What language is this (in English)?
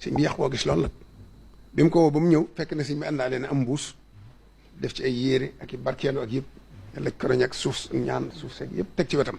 Wolof